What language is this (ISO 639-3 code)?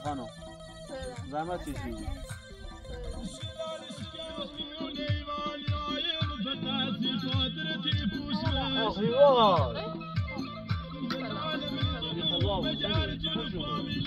fas